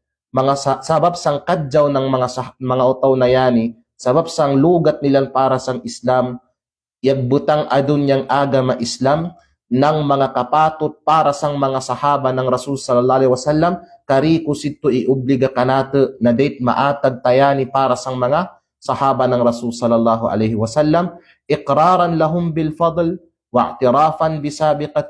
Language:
Kalagan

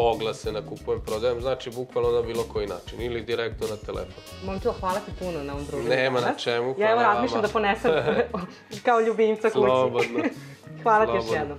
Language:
Serbian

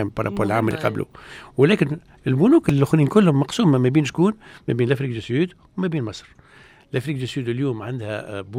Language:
Tunisian Arabic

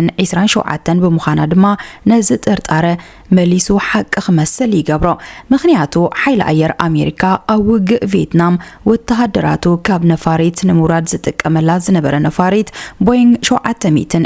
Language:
Tigrinya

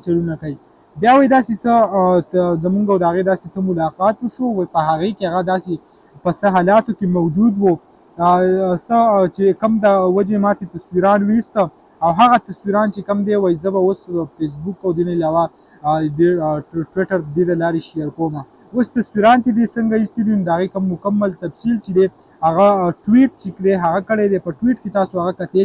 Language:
Pashto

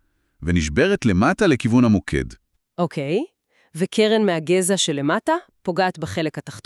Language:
Hebrew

